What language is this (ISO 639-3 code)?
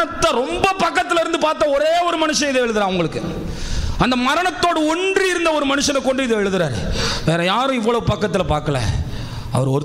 tam